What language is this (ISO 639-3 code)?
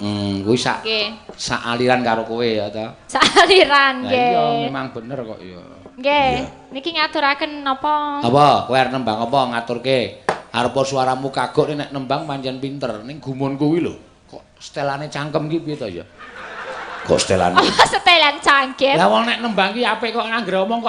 jav